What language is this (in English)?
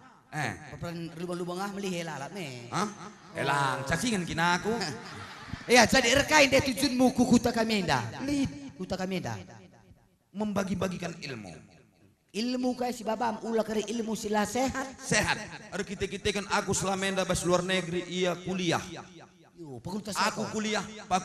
Batak Karo